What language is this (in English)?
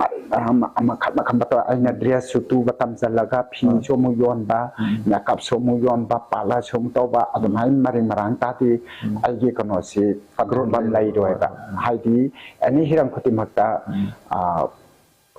Manipuri